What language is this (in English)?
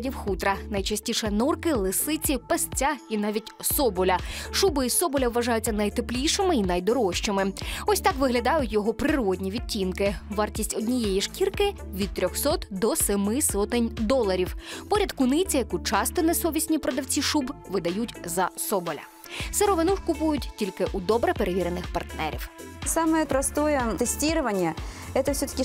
Ukrainian